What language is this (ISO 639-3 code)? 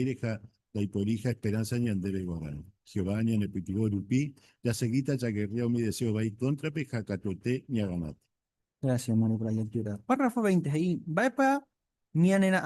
grn